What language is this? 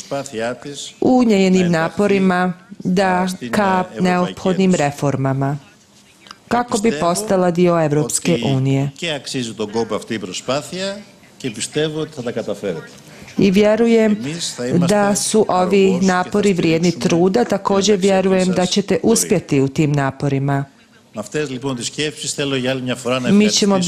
Serbian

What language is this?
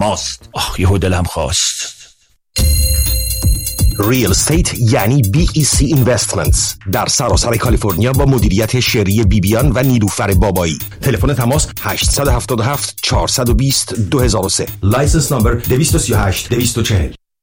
Persian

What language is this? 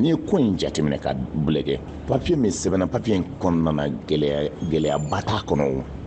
Bambara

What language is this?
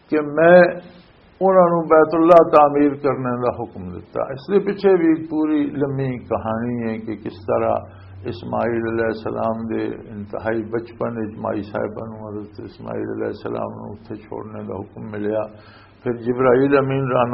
Western Panjabi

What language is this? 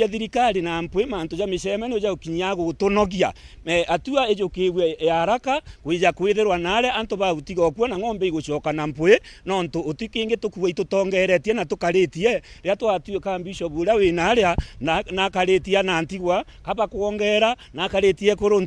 Meru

